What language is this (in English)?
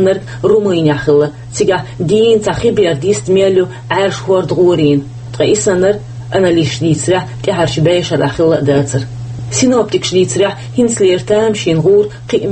Chechen